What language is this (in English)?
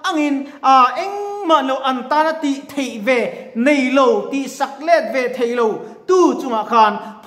Mizo